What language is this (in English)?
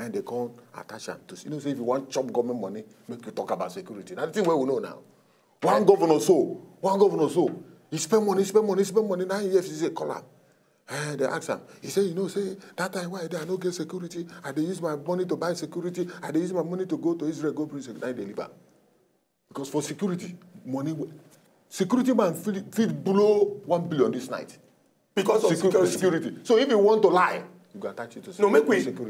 Nigerian Pidgin